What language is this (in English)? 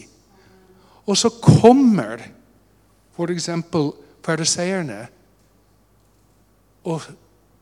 Norwegian